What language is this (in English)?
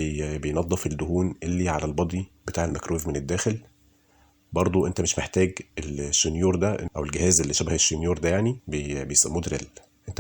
Egyptian Arabic